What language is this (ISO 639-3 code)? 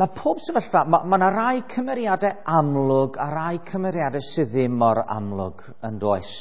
cym